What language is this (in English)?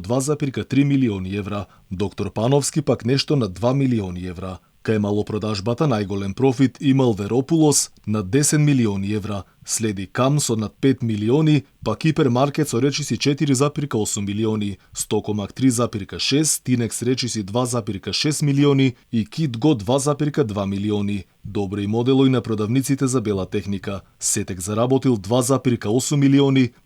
Macedonian